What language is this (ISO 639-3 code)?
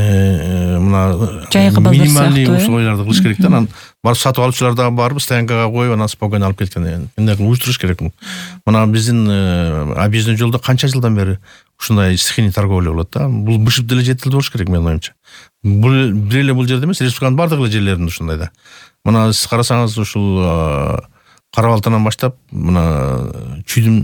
kir